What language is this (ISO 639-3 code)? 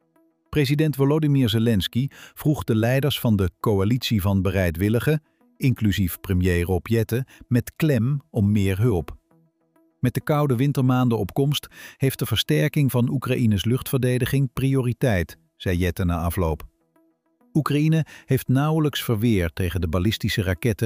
nld